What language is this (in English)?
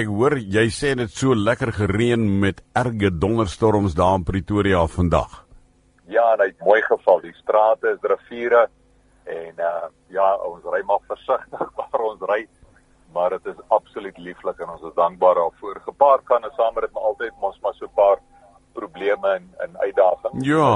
Afrikaans